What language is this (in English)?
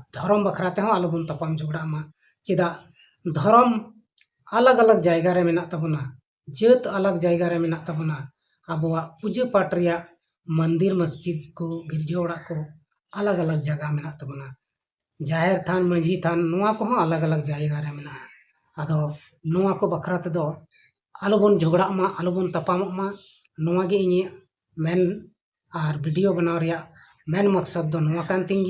Santali